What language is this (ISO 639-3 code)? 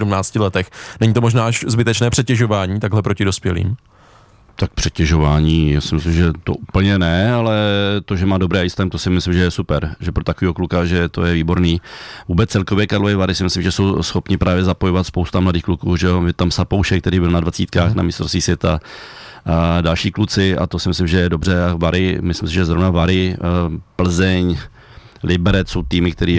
ces